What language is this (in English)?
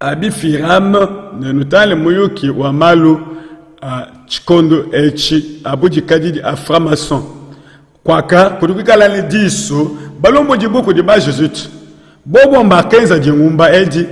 Luba-Lulua